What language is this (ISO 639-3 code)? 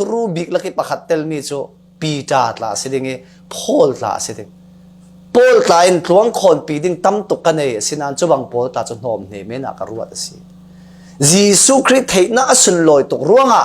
cfm